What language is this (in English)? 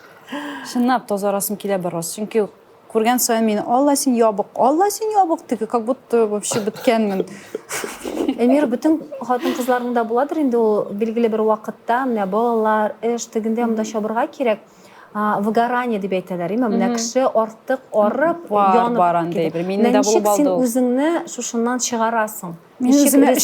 Tatar